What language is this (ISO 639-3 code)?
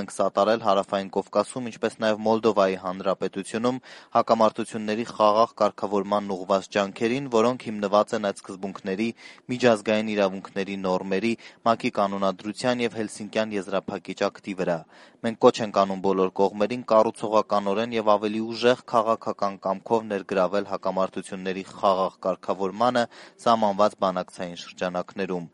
hye